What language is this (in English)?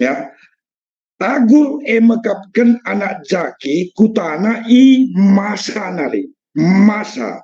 Batak Karo